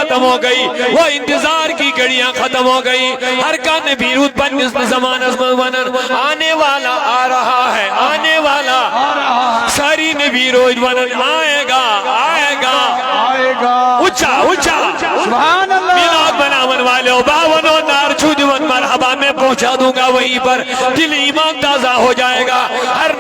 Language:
Kashmiri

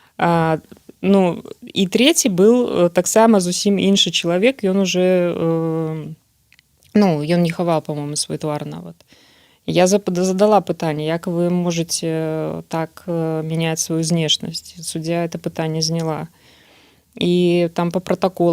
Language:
Belarusian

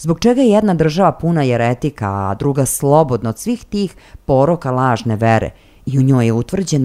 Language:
Serbian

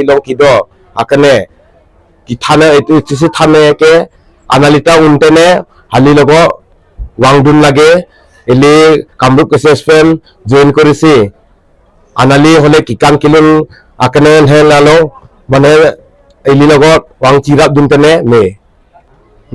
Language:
Karbi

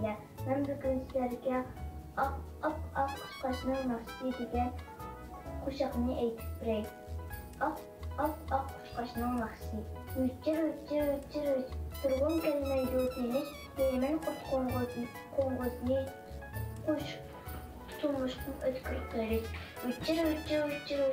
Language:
Uyghur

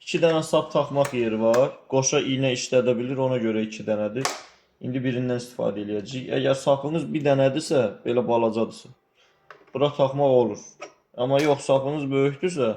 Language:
Azerbaijani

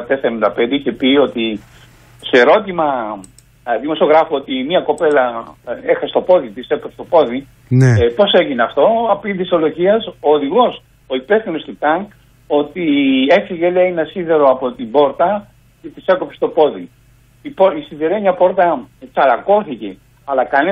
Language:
Greek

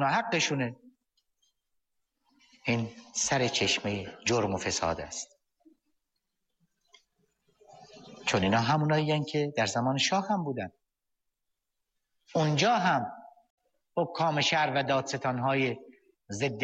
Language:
Persian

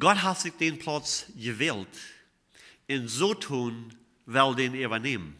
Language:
Plautdietsch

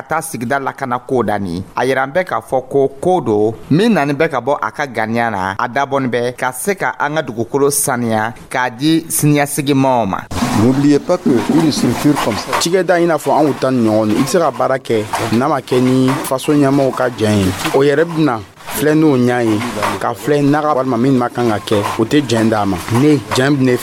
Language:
Dyula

